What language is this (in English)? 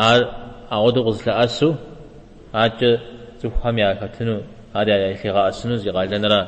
Kabardian